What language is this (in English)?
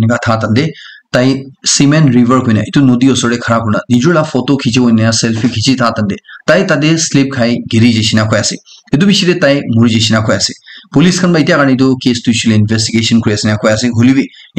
Naga Pidgin